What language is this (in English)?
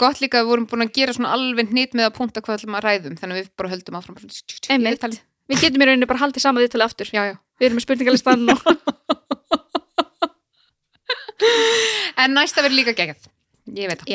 Icelandic